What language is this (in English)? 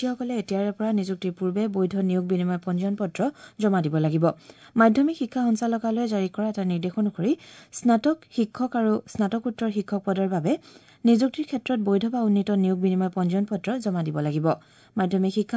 Assamese